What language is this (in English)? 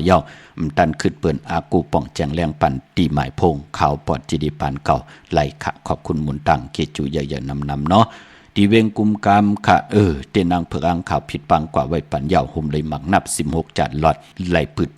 Shan